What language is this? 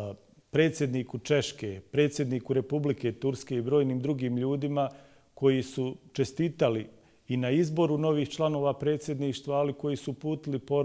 Bosnian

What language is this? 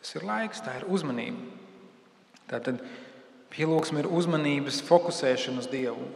Latvian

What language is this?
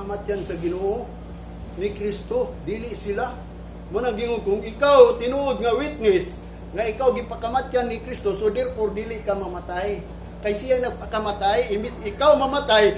Cebuano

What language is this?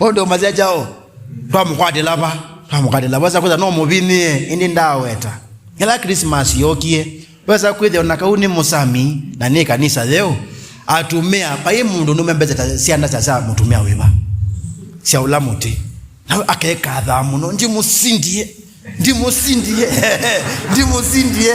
Kamba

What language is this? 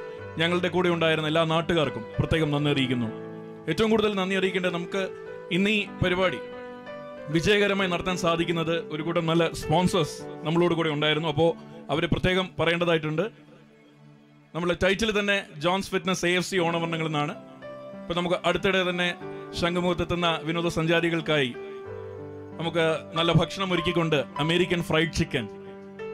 Malayalam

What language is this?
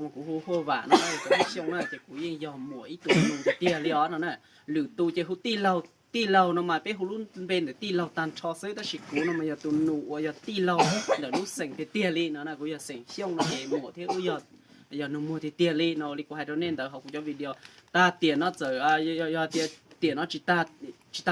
Hmong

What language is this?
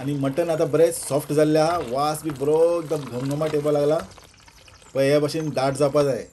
Konkani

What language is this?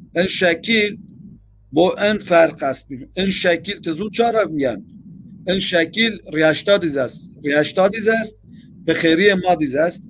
Zaza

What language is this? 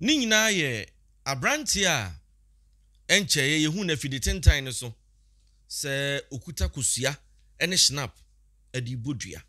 Akan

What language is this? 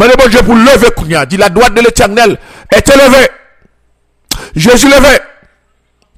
French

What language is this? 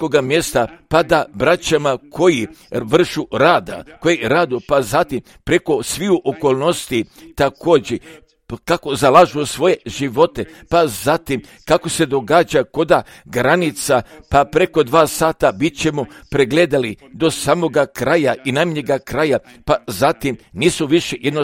Croatian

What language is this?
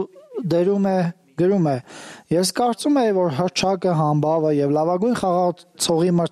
Armenian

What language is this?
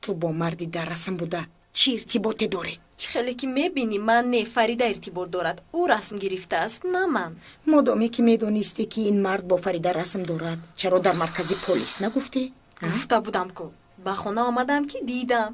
Tajik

